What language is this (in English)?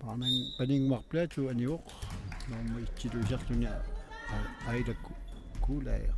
Kalaallisut